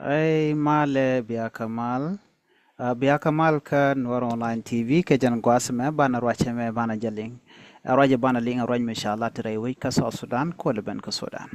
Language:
Nuer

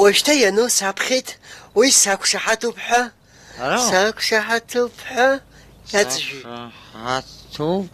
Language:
Abkhazian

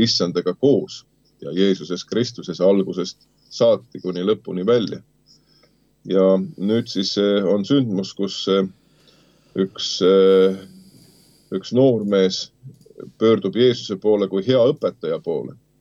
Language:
Estonian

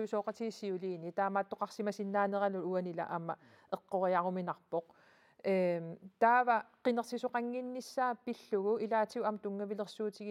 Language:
Kalaallisut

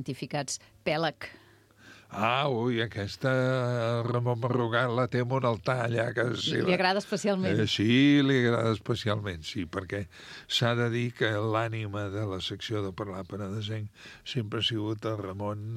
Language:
Catalan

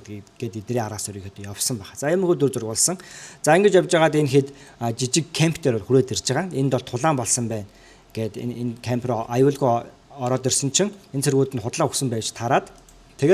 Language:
Mongolian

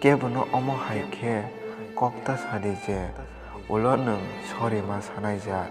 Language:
Kok Borok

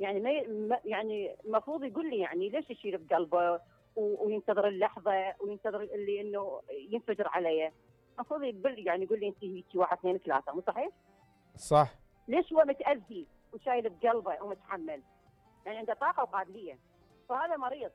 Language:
Mesopotamian Arabic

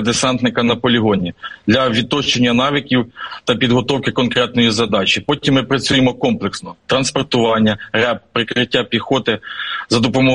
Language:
Ukrainian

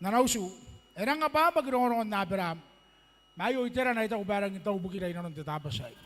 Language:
Gilbertese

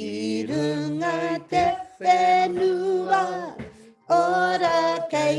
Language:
Māori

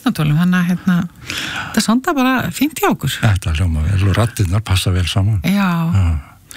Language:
Icelandic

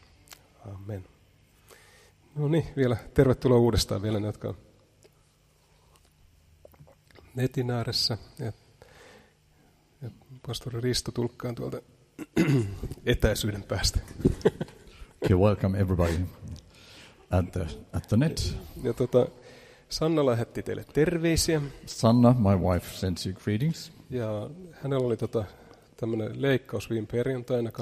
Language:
Finnish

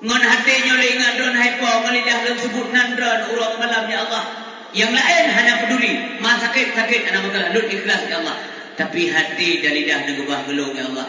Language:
Achinese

